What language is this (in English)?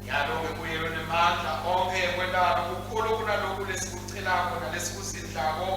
Swati